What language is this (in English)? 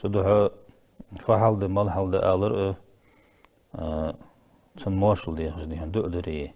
Ingush